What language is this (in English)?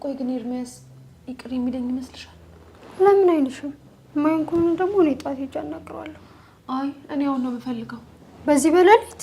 Amharic